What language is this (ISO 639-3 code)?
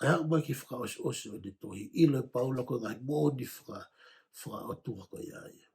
ton